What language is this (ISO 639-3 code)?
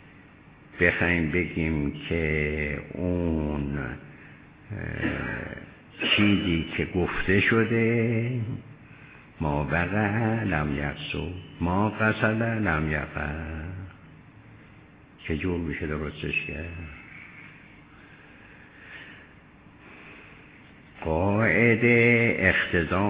fas